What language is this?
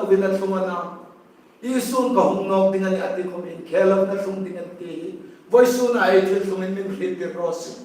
Hmar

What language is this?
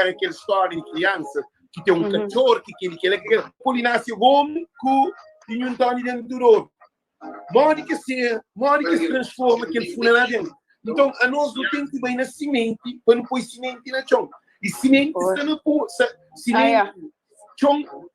Kabuverdianu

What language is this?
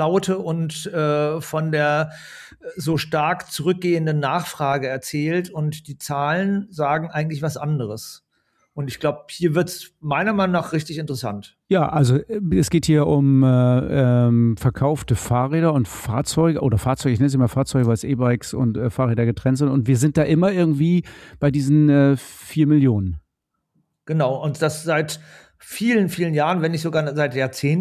German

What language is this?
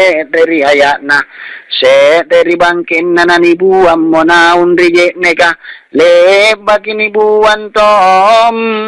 Makasar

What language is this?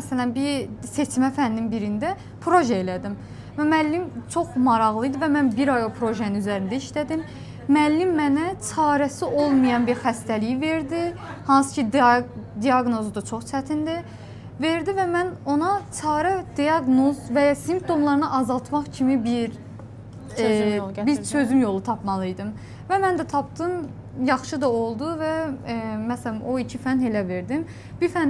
Azerbaijani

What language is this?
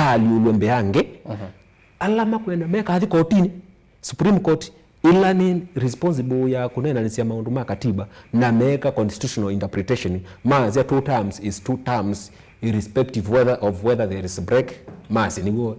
Kamba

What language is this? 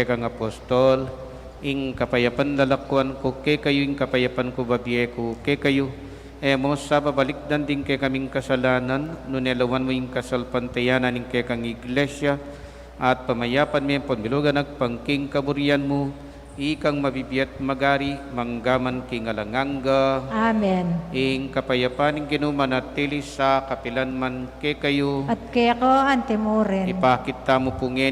Pampanga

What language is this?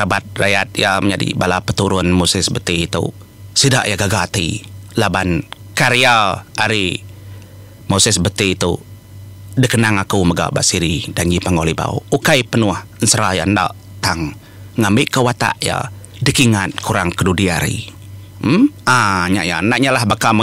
Iban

